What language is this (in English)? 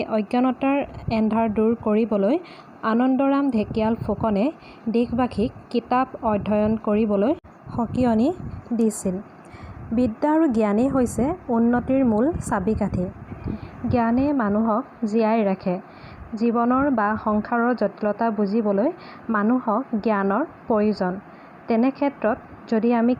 Assamese